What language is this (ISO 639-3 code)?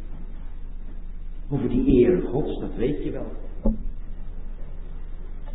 nld